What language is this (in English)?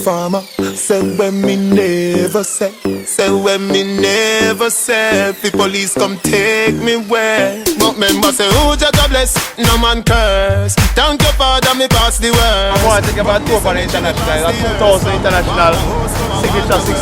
Jamaican Creole English